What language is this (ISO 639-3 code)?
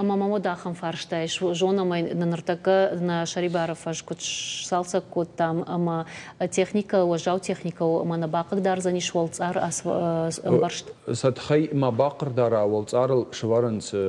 oss